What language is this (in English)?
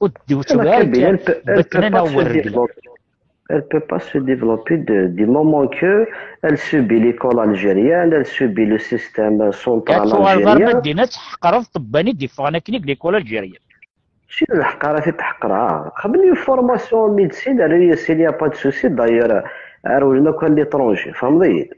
Kabyle